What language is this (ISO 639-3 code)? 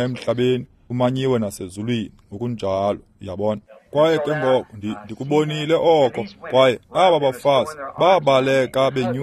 xho